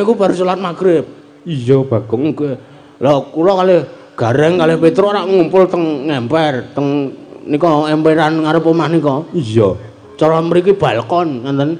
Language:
Javanese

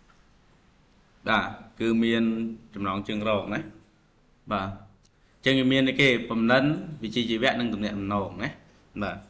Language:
Khmer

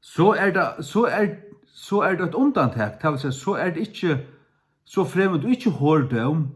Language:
Faroese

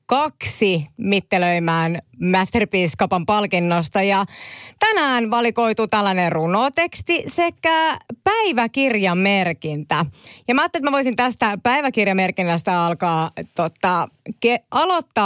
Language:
Finnish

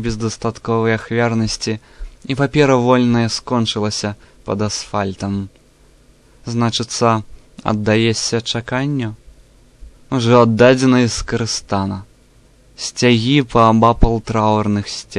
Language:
Belarusian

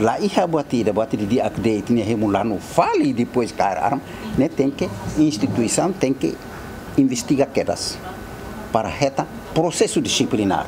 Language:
Tetum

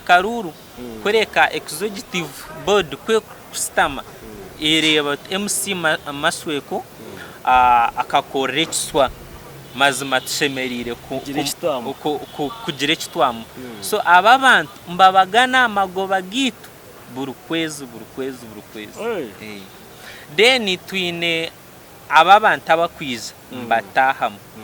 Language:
Nyankole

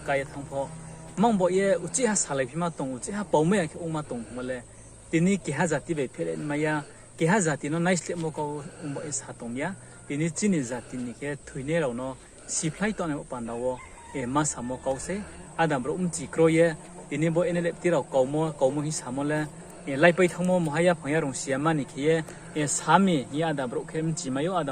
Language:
Riang (India)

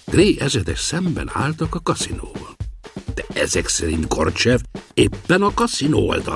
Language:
Hungarian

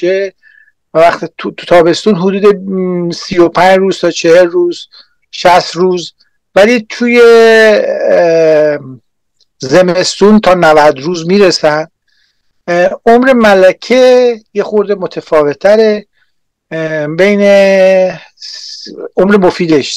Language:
Persian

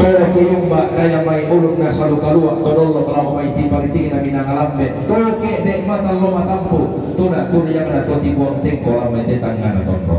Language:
Toraja-Sa'dan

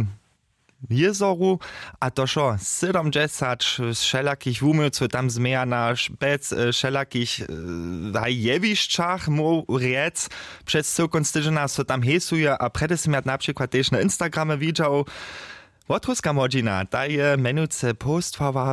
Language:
Upper Sorbian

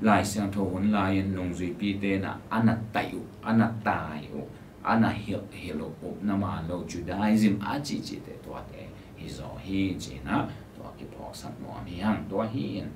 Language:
Tedim Chin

